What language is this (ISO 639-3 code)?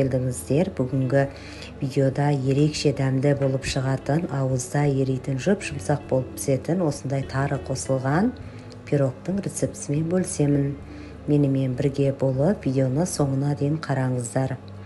kaz